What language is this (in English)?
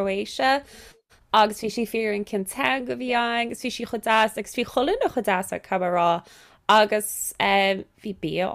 Irish